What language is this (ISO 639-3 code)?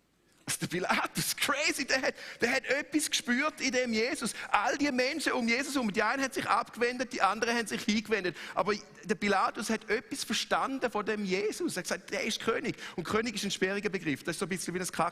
gsw